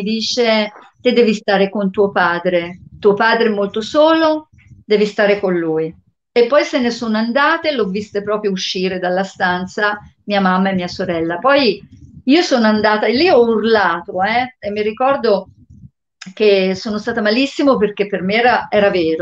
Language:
Italian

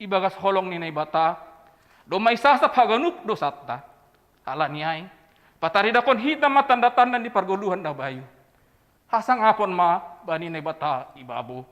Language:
Batak Simalungun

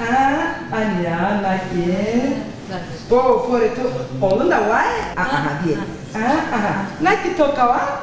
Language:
Zaza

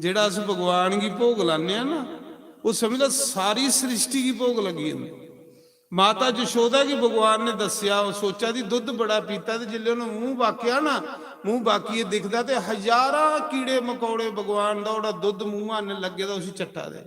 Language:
Dogri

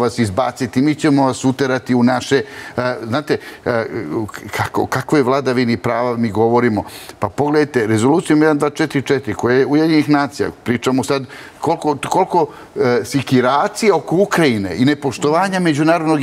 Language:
Serbian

